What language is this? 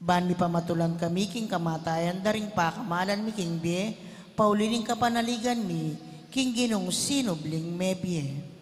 Pampanga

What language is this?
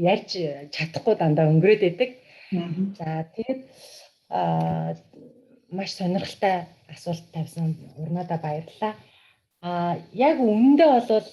Mongolian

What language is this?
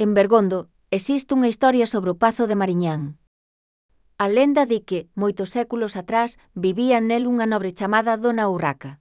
Galician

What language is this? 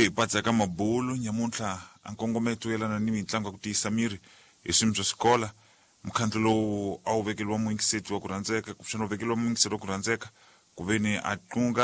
Tsonga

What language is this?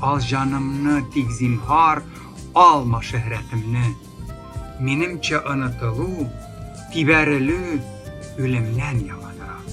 Tatar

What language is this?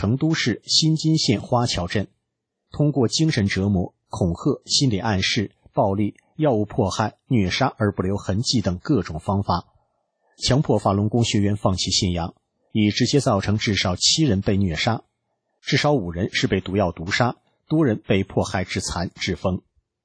Chinese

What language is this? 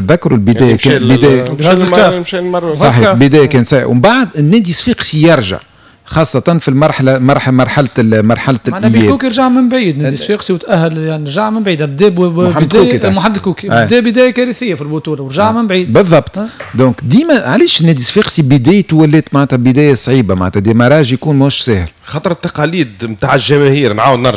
Tunisian Arabic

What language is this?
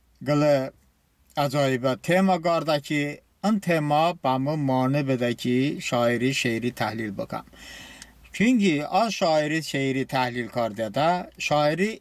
Talysh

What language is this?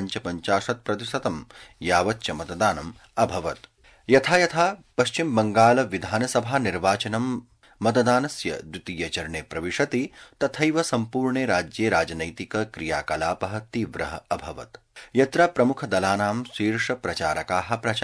Sanskrit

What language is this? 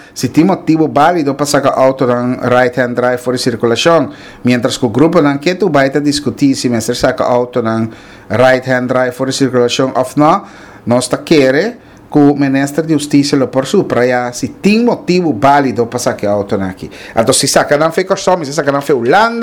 Papiamento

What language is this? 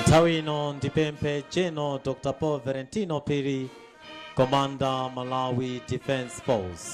Nyanja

